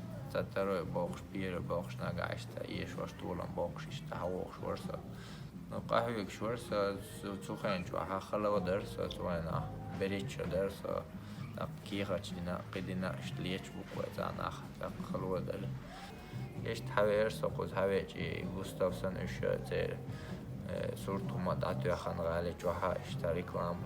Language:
Chechen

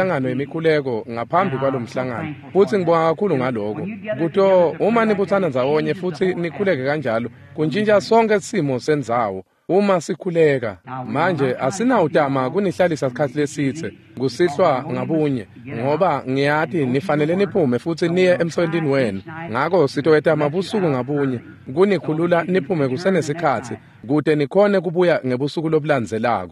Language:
Swati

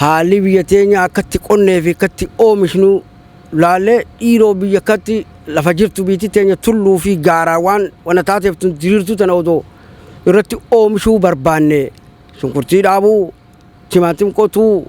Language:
Oromo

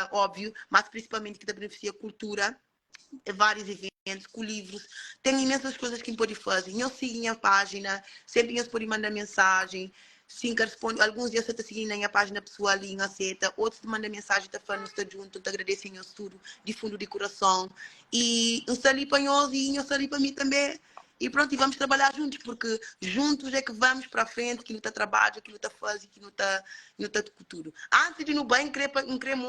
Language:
Kabuverdianu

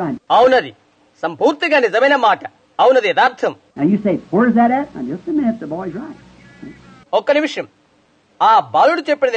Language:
Telugu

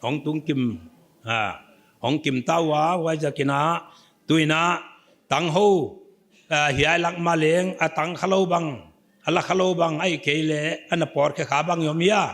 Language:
Paite Chin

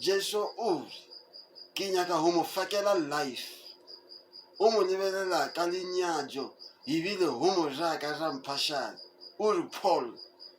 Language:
Southern Sotho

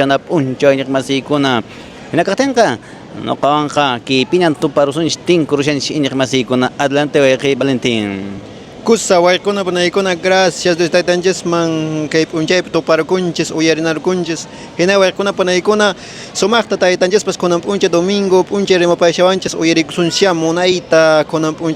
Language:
Quechua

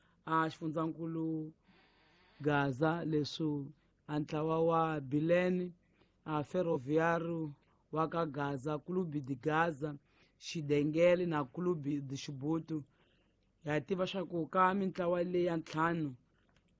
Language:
Tsonga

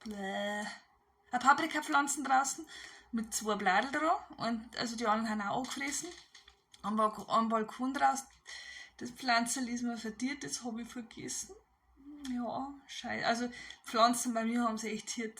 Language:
Bavarian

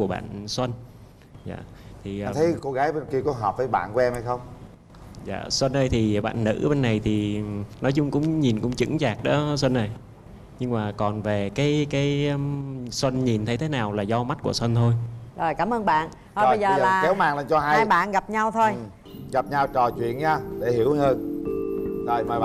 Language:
Vietnamese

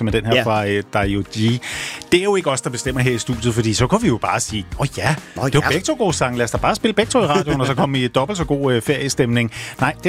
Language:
Danish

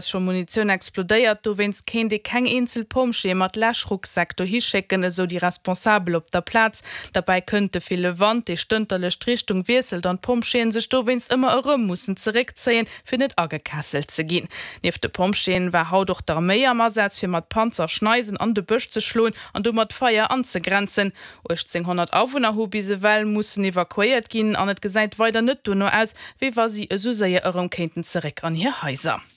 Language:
Luxembourgish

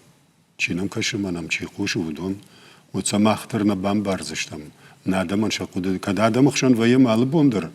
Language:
Ossetic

